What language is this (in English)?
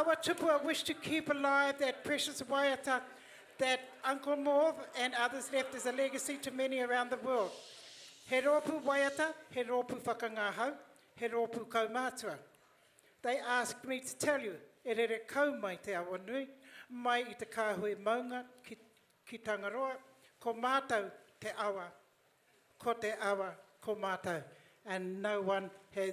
Māori